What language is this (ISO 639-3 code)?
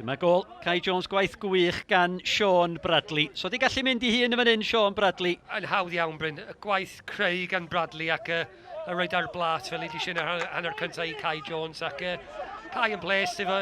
cym